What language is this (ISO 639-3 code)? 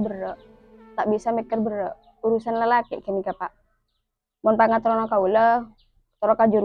mad